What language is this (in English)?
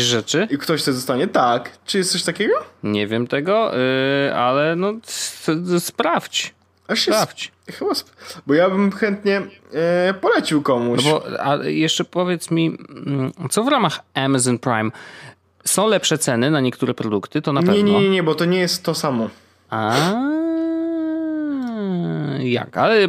Polish